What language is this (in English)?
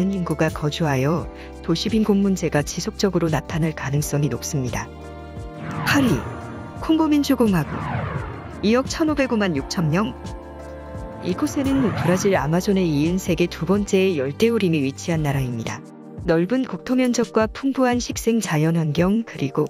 Korean